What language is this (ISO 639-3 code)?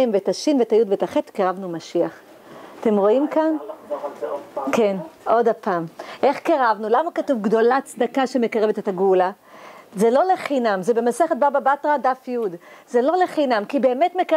heb